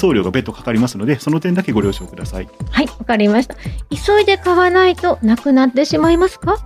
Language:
Japanese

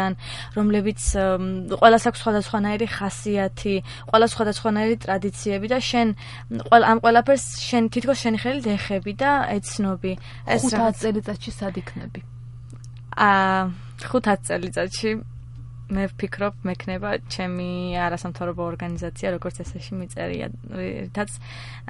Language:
Georgian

